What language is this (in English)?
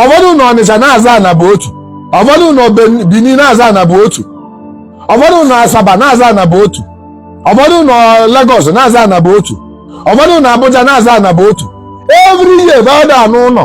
Igbo